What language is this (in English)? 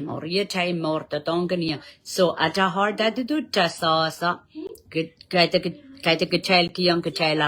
Pohnpeian